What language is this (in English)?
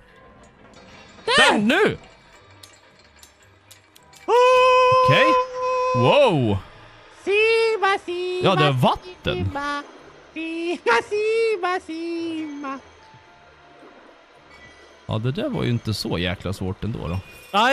Swedish